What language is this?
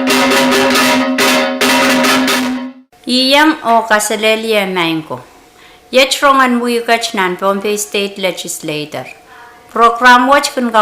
Pohnpeian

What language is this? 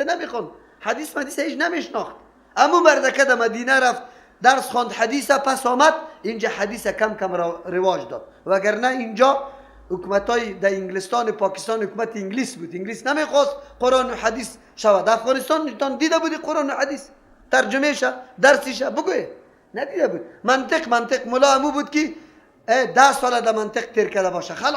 Persian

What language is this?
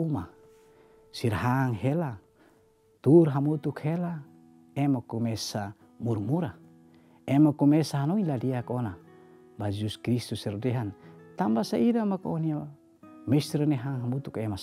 Tetum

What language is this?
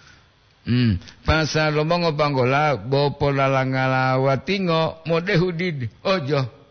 Gorontalo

